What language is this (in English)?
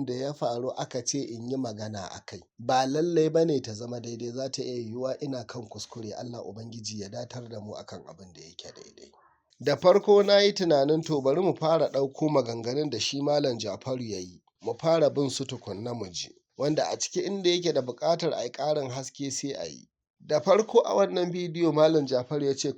Hausa